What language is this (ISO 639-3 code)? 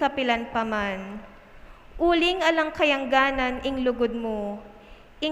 pam